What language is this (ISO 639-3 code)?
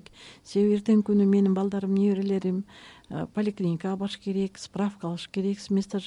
kir